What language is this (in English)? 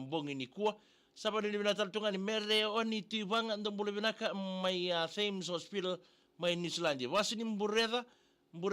Fijian